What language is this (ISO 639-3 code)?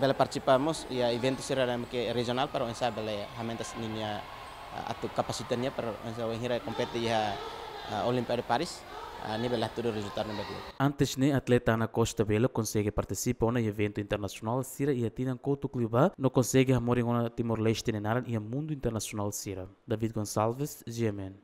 tet